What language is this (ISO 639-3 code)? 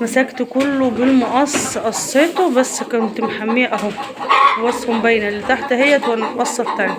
arz